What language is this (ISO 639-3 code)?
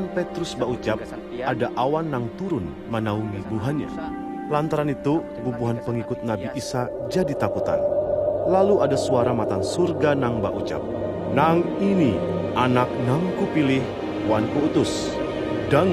bjn